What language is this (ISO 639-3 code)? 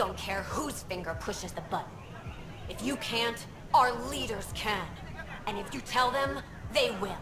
eng